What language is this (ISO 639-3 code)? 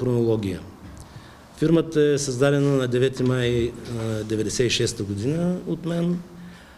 bul